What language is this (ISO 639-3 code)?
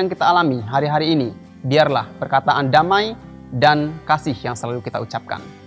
ind